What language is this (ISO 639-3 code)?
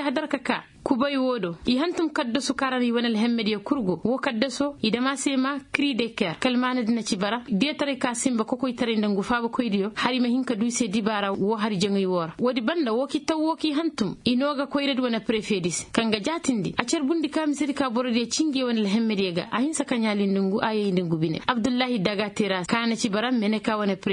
ses